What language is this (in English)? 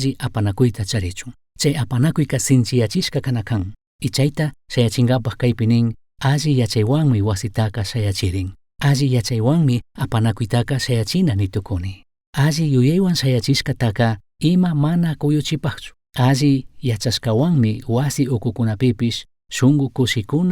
Chimborazo Highland Quichua